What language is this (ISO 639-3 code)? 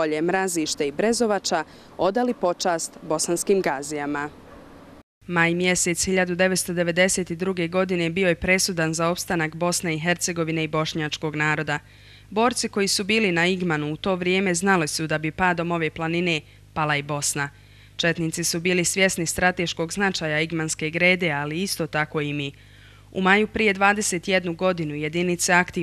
bos